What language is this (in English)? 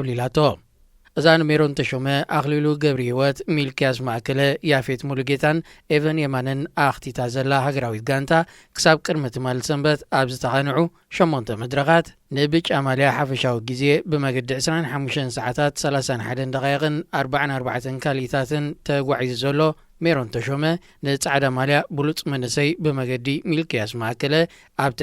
Tigrinya